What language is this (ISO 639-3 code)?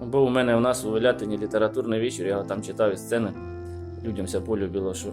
rue